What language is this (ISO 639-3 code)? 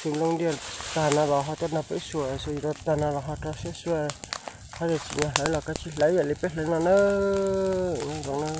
hmn